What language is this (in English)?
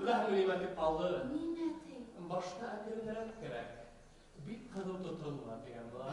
Bashkir